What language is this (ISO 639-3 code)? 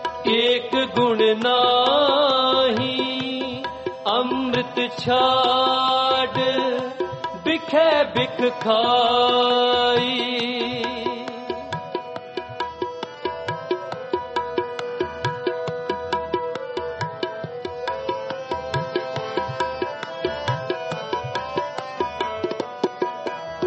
hin